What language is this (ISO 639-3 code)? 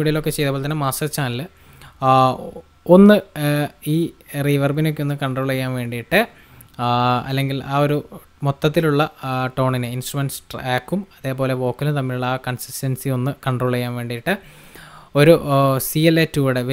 mal